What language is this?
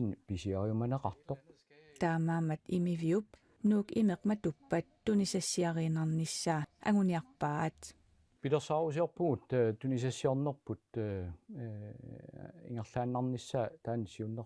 Kalaallisut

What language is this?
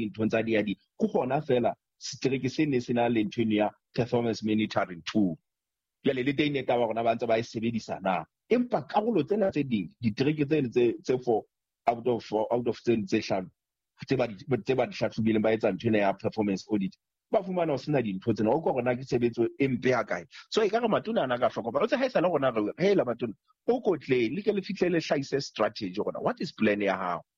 Southern Sotho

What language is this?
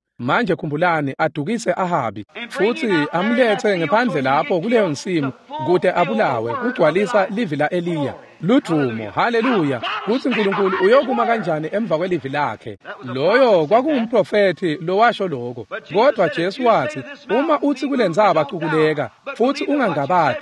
Swati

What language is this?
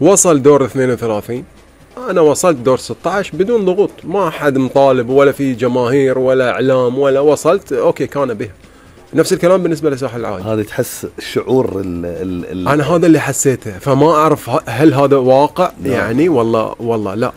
Gulf Arabic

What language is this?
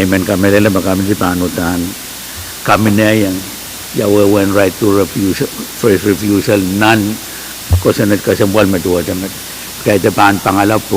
Pohnpeian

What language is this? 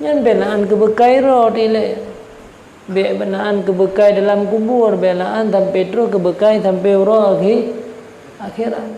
Achinese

